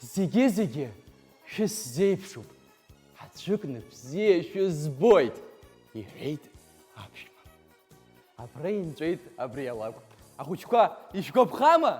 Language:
Abkhazian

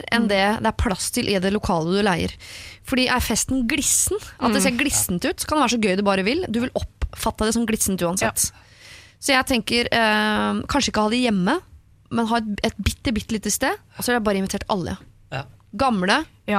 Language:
Norwegian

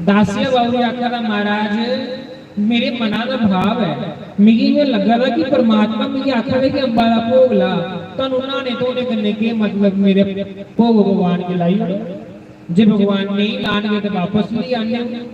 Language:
Dogri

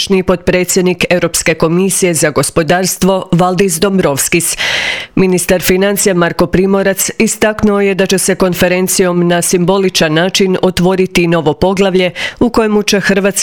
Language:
Croatian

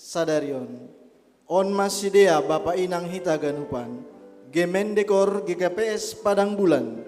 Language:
Batak Simalungun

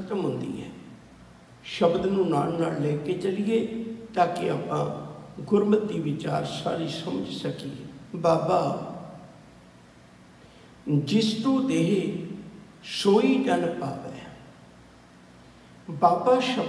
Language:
Punjabi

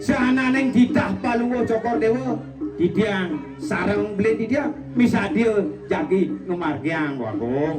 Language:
Balinese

